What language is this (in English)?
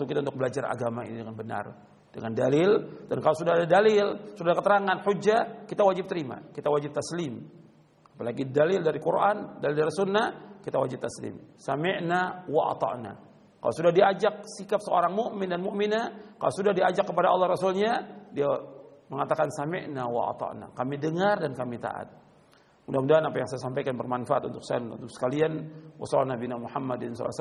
Indonesian